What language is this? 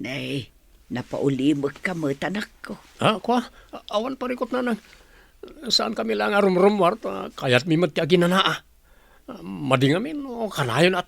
Iloko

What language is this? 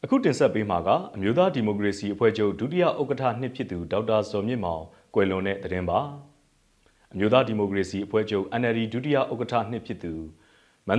Burmese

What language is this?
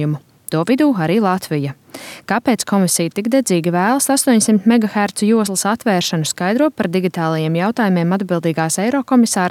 Latvian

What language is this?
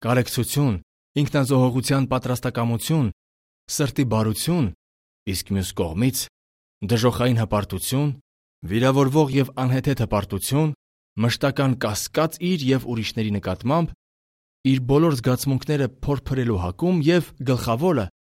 Armenian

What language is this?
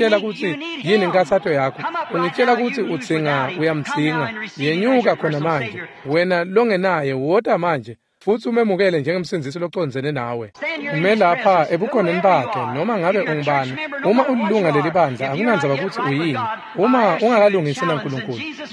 Swati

